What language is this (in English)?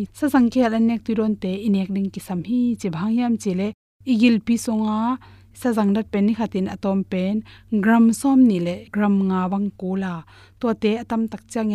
Tedim Chin